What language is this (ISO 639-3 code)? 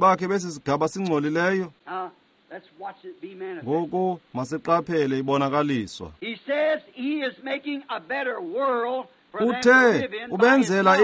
xho